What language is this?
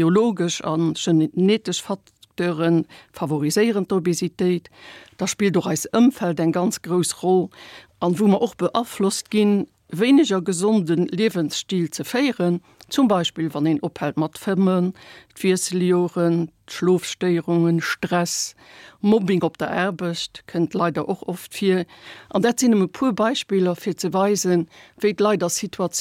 Luxembourgish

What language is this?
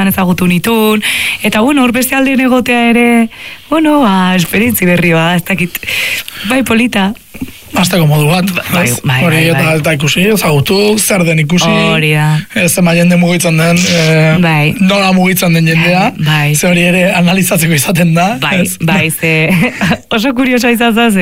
Basque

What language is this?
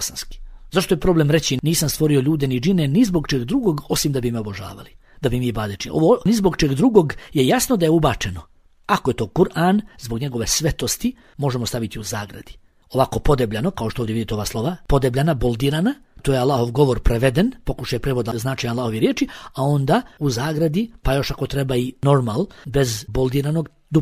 Bosnian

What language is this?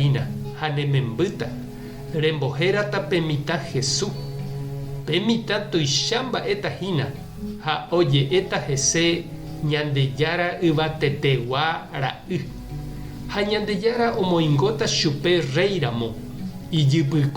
Guarani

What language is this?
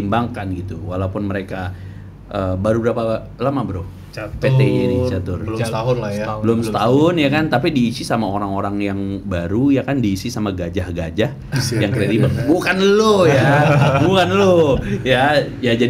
Indonesian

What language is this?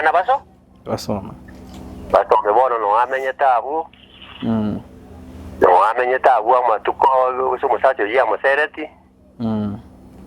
Gusii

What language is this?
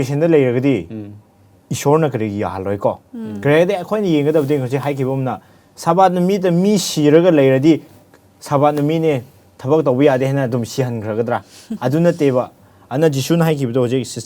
Manipuri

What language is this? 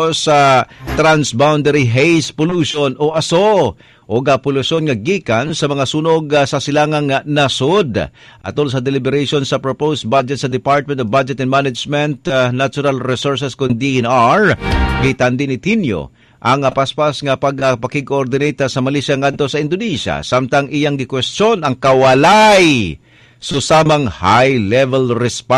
Cebuano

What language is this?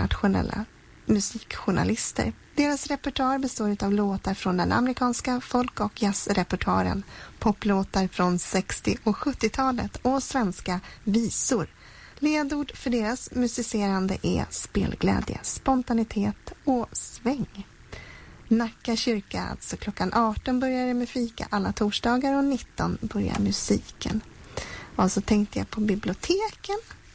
Swedish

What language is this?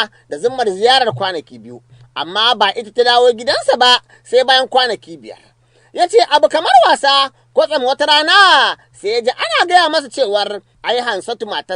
Hausa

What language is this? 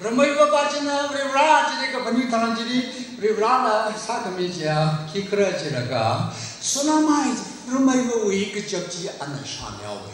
Tangkhul Naga (India)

